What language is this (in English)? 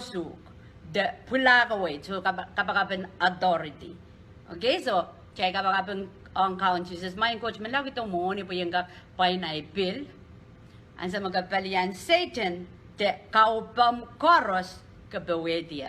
Pohnpeian